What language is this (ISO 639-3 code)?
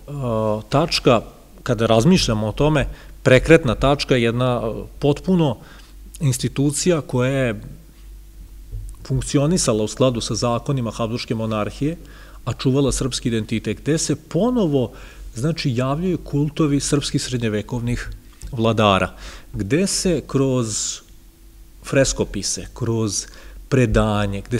srp